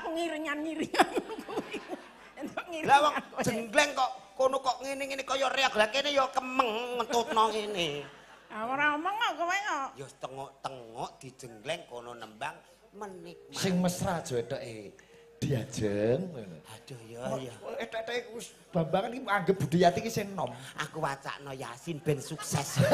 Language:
Javanese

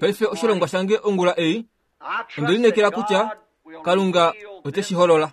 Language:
Kuanyama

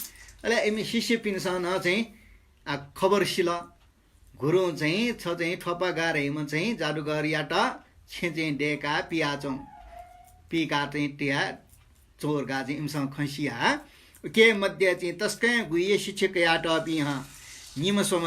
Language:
Newari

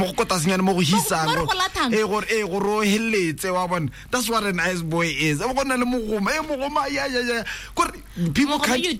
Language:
Tswana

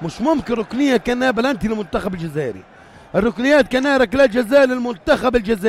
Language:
North Levantine Arabic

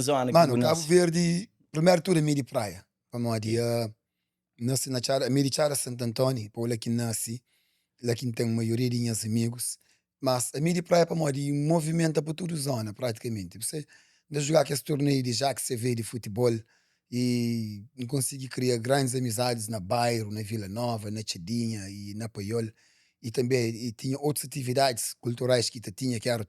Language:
Kabuverdianu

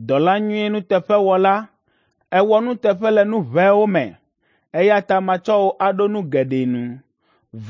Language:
Ewe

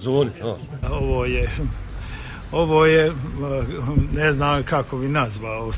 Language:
Bosnian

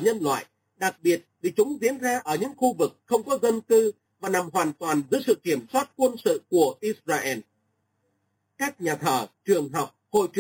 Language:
Vietnamese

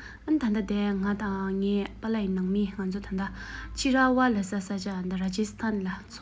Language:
Tibetan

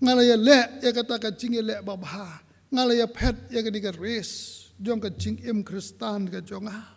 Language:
Khasi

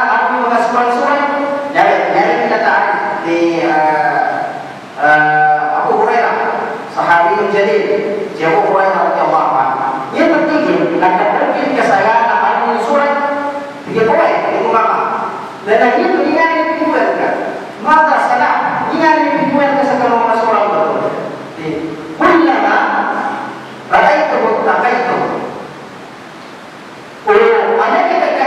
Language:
Malay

